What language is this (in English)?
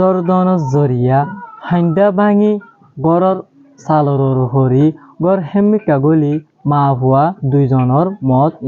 Rohingya